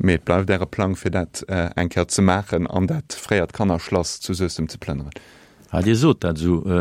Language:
Luxembourgish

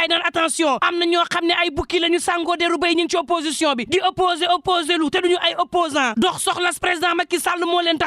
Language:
Wolof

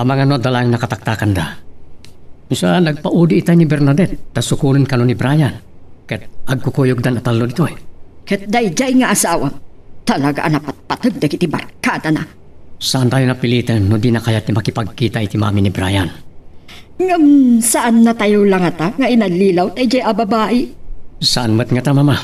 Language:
Iloko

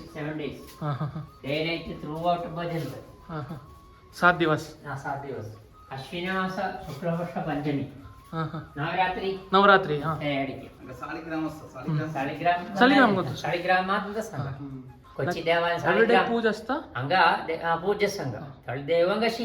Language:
Konkani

